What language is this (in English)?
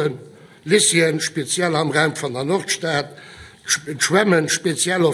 Luxembourgish